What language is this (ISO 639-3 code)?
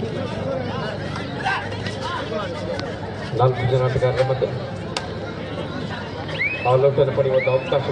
kan